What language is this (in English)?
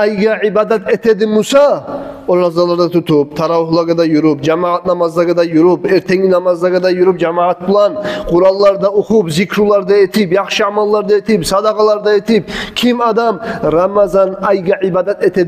Kumyk